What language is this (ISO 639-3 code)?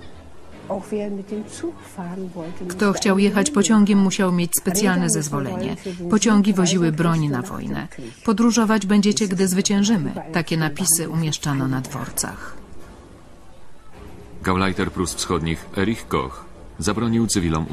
pol